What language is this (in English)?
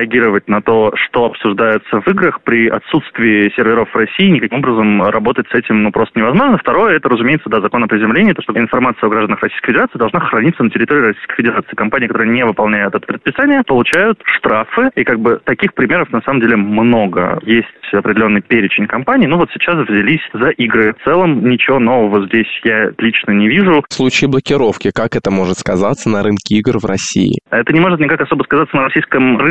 Russian